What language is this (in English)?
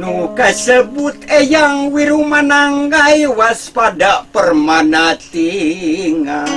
Sundanese